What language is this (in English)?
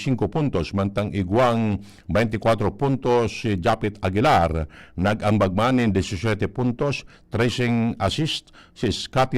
Bikol